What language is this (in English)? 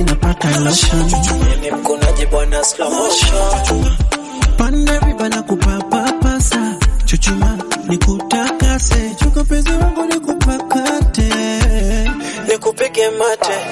Swahili